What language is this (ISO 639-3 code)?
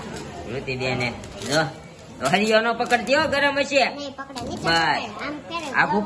guj